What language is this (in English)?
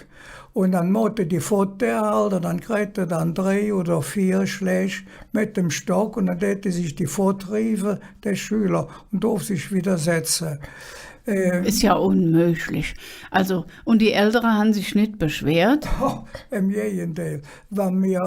Colognian